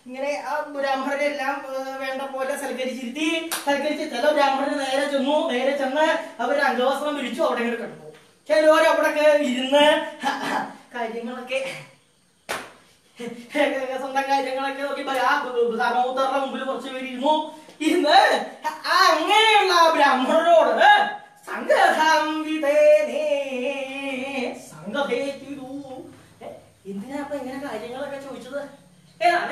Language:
Malayalam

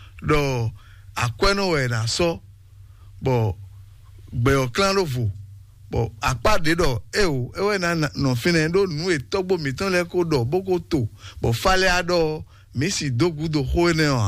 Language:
Fon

